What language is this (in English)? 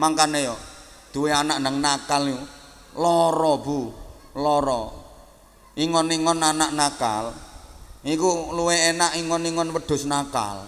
Javanese